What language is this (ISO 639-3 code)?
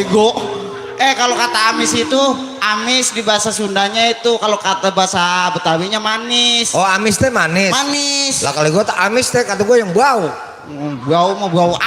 bew